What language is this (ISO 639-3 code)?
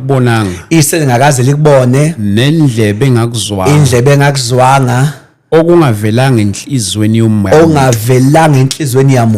zul